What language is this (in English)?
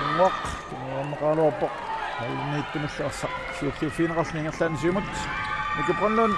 Kalaallisut